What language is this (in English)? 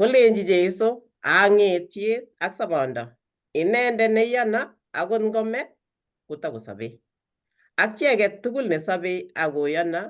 Kalenjin